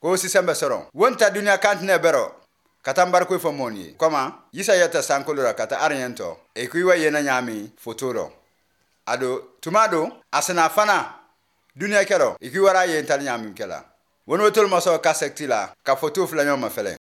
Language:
Bambara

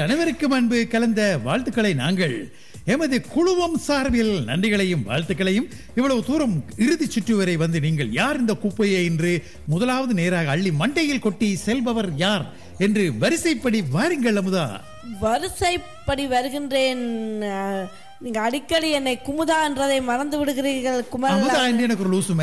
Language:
Tamil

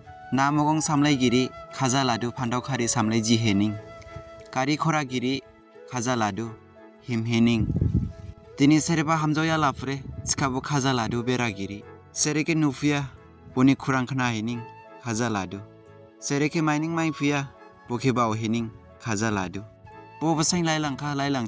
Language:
Dimasa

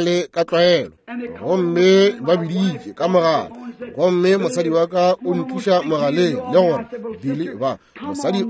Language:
Northern Sotho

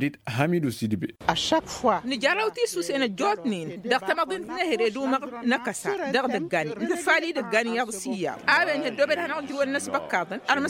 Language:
Tamasheq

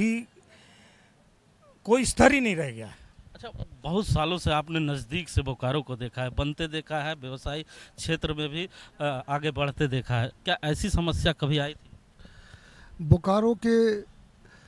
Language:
Hindi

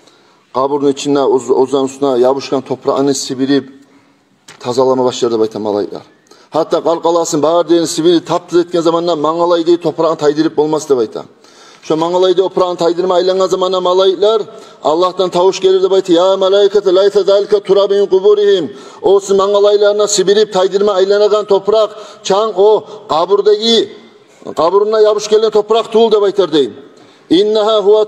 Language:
Kumyk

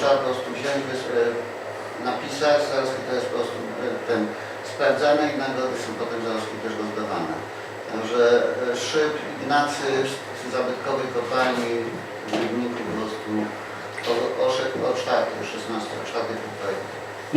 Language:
Silesian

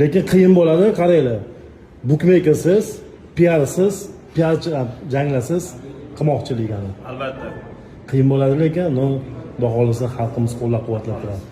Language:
Uzbek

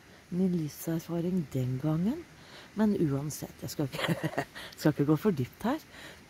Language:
Norwegian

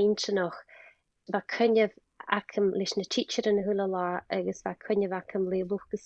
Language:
Scottish Gaelic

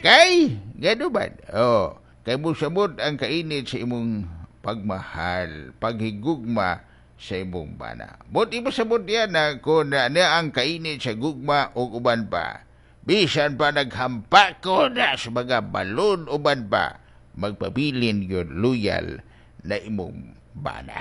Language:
Cebuano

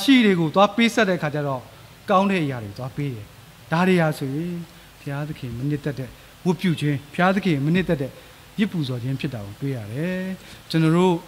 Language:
Burmese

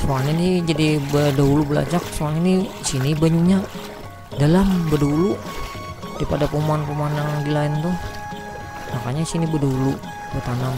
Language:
Banjar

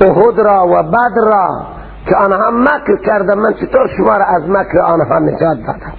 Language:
Persian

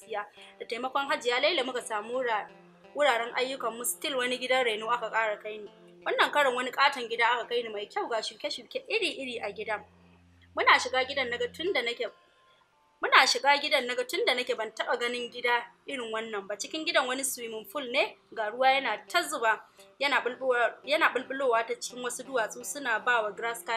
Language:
Hausa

